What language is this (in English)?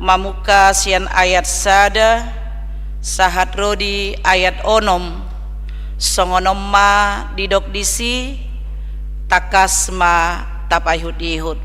Batak Toba